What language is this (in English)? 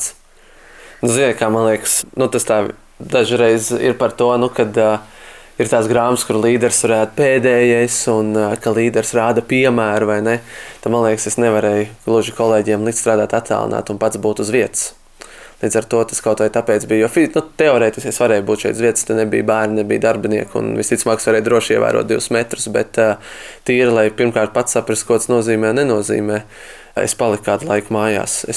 Latvian